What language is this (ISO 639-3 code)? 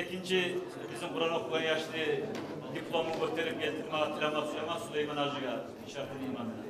kum